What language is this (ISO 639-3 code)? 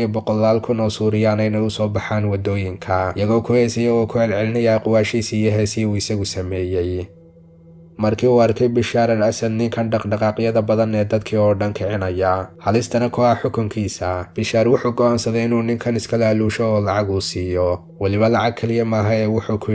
som